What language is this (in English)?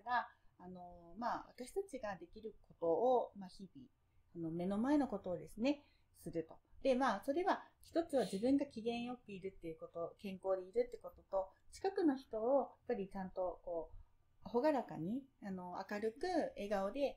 Japanese